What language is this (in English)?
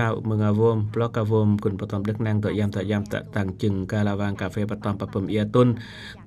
Eastern Cham